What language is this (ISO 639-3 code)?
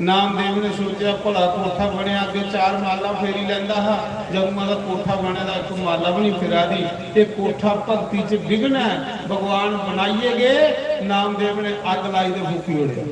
doi